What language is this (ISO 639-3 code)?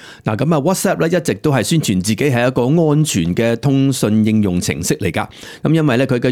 yue